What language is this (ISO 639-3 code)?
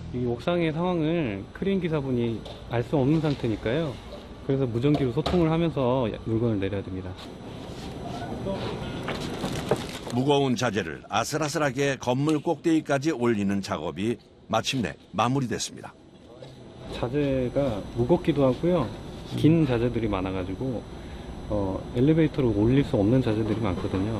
kor